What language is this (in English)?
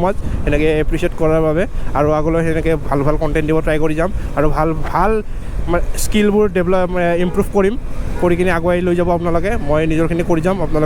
Assamese